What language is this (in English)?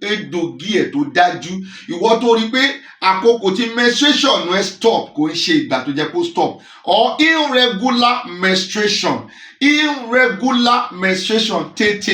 Yoruba